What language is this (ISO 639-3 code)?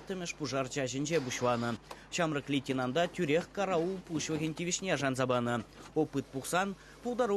chv